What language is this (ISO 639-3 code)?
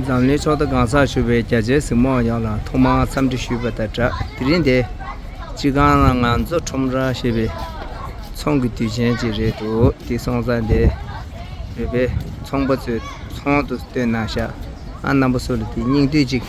bod